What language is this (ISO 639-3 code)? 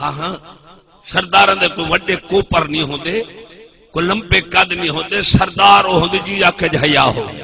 skr